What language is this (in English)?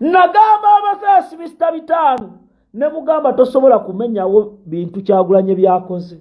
Ganda